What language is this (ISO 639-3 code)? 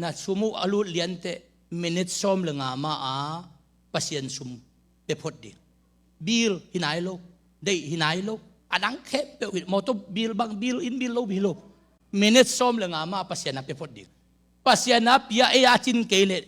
ctd